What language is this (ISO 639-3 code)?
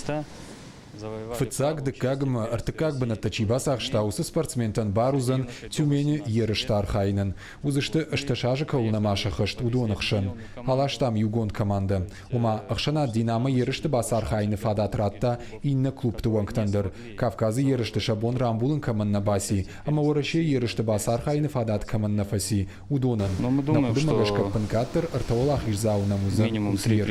oss